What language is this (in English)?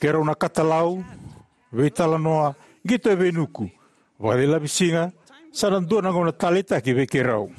Fijian